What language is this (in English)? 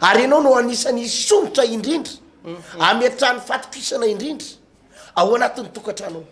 Malagasy